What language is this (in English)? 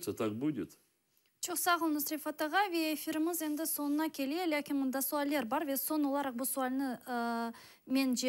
Crimean Tatar